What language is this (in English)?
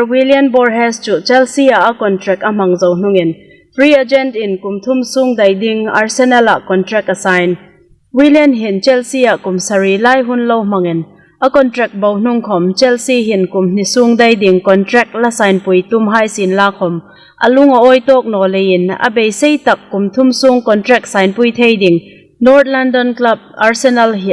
Hmar